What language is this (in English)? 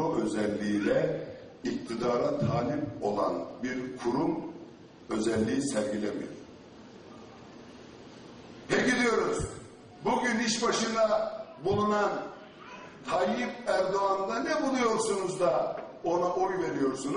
Turkish